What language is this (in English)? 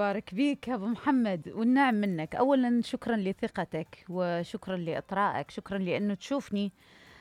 Mesopotamian Arabic